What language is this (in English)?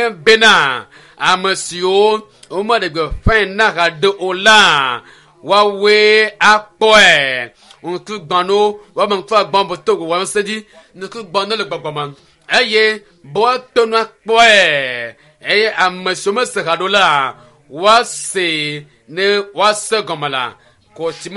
Ewe